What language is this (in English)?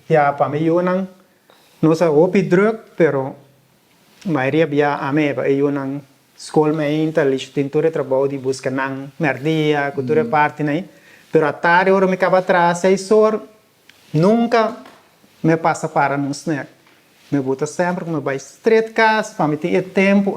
Papiamento